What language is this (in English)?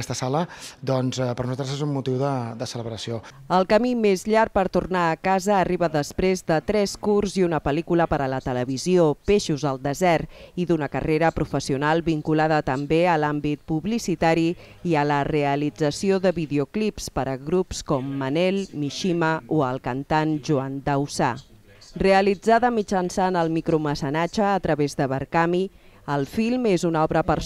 Catalan